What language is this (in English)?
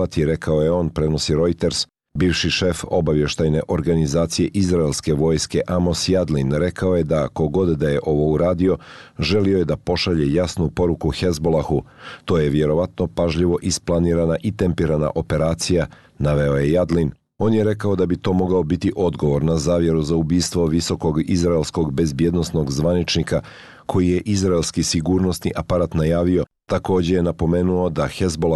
Bosnian